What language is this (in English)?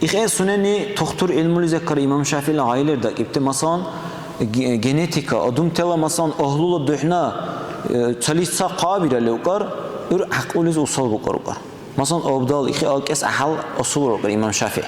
Dargwa